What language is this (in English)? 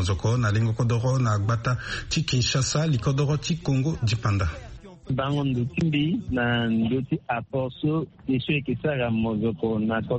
Sango